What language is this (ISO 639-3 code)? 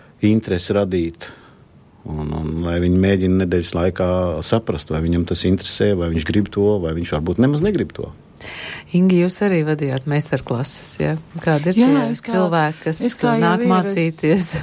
lav